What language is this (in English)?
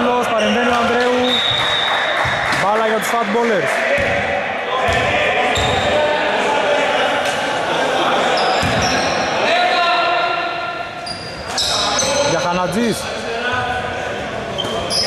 Greek